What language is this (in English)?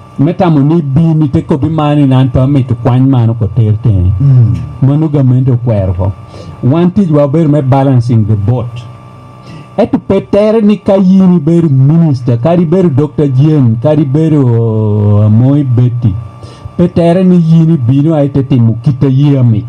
Lango (Uganda)